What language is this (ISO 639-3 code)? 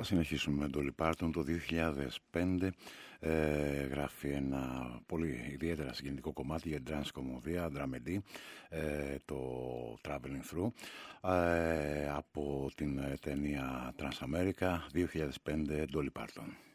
ell